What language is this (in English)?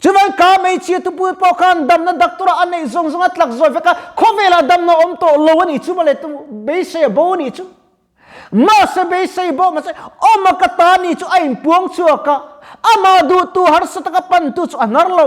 Mizo